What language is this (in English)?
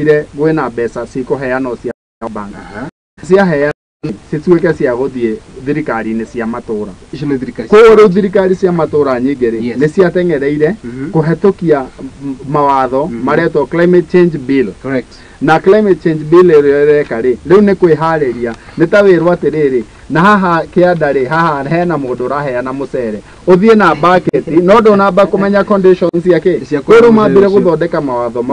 Kikuyu